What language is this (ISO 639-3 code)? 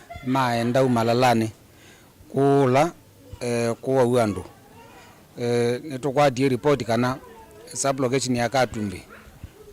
kam